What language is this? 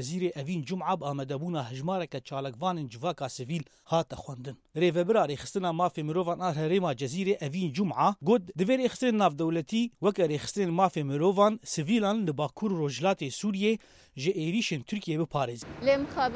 Kurdish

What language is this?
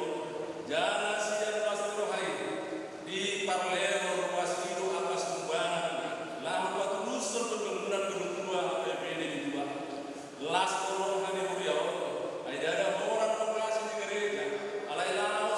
Batak Toba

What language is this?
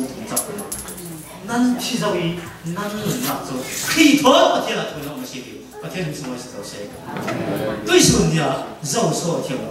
Falam Chin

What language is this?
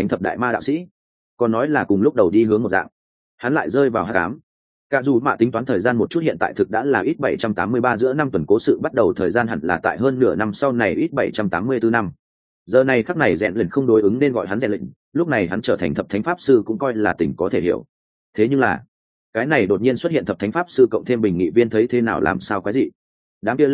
Vietnamese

